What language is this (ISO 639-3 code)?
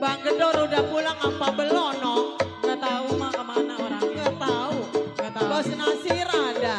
bew